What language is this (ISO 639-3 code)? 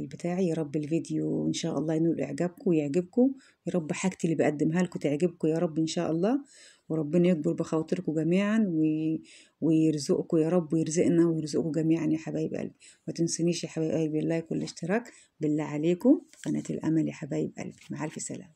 arz